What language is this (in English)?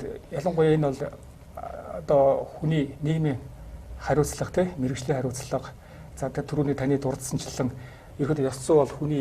Mongolian